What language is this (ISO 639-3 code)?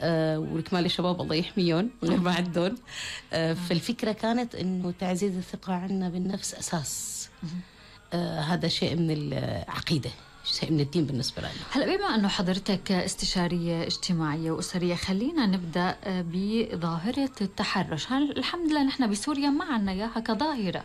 apc